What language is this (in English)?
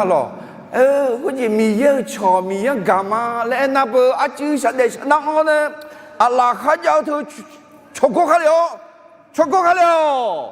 Akha